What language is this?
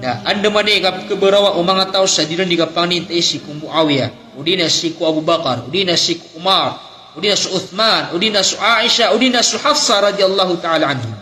Maranao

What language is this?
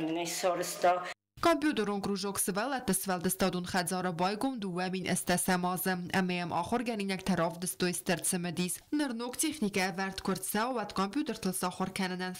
Ossetic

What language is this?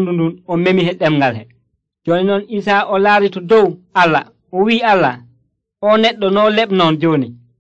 Nigerian Fulfulde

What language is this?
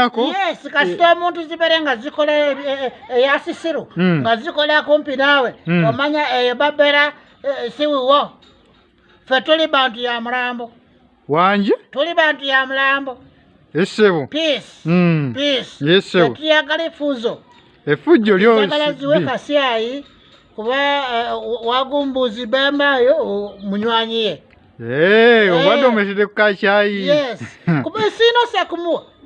Ganda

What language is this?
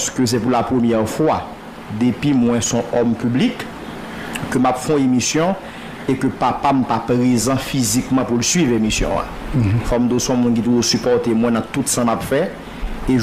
Haitian Creole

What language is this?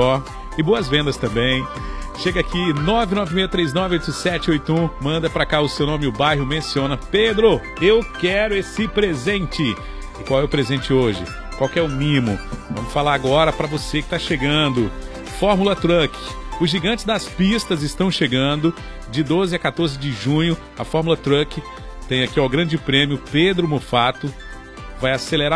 Portuguese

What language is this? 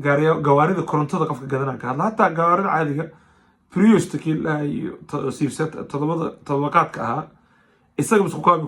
Somali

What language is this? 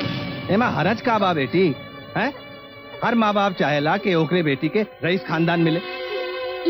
Bhojpuri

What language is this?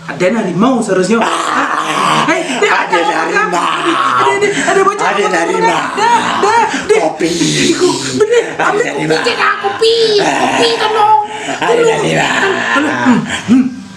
Minangkabau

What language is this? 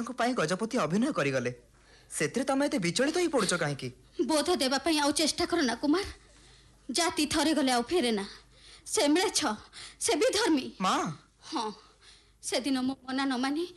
Odia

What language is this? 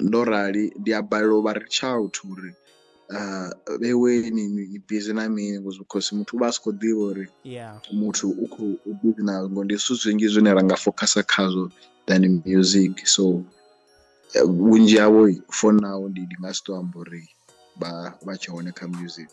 Venda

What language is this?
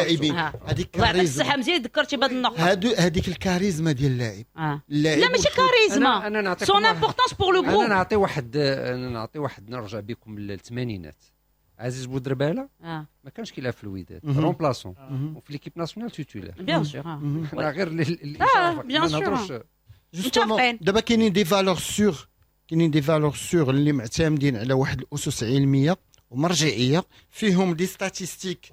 Moroccan Arabic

